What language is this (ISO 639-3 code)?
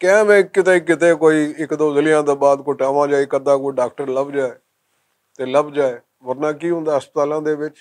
lah